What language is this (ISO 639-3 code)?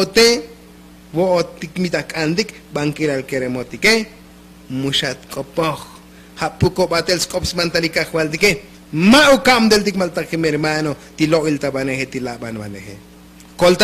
tzo